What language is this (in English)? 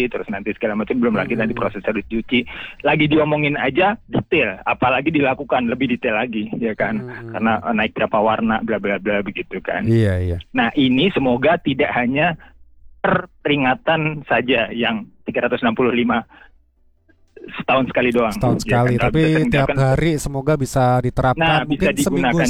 Indonesian